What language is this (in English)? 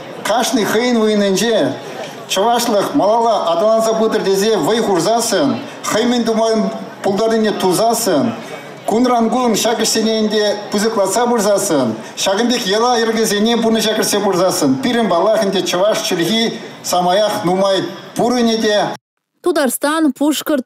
Chuvash